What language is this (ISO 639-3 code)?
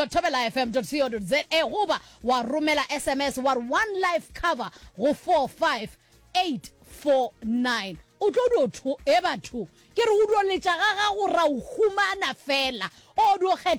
nso